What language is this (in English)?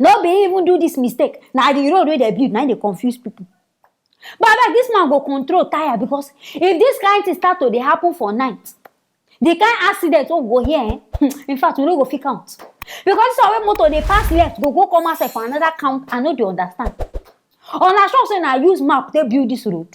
Nigerian Pidgin